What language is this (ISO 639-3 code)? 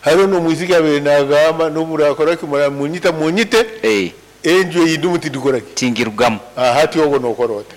nyn